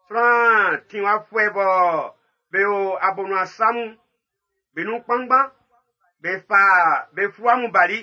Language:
Baoulé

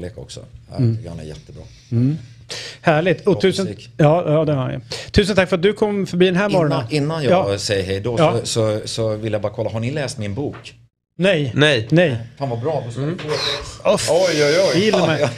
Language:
Swedish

